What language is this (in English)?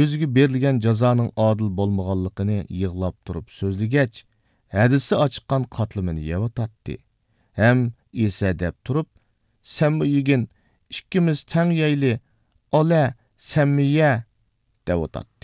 Uyghur